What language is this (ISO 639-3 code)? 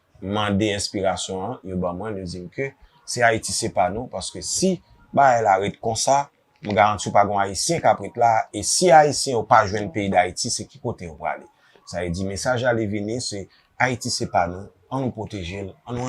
hat